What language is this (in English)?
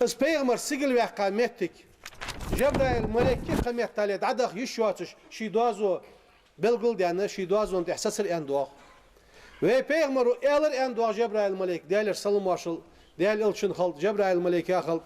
Ingush